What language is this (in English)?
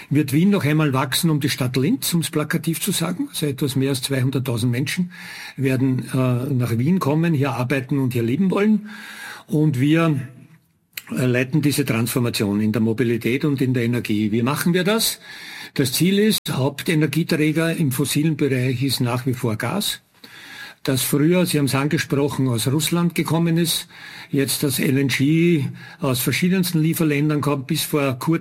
German